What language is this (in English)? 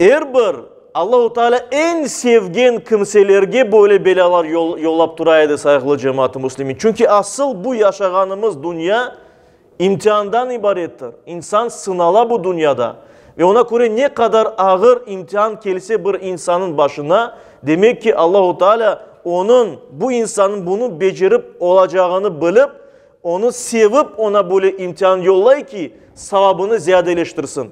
Crimean Tatar